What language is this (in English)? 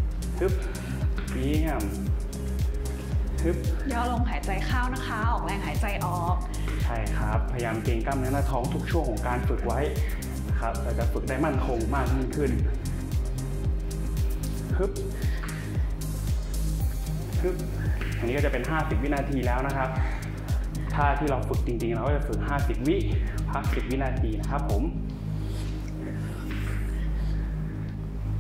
Thai